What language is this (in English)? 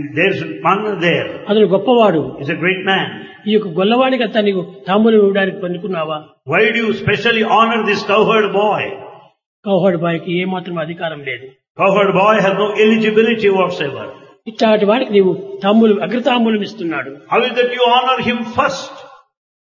Telugu